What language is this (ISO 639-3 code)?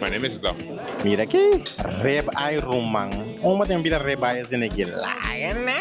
pap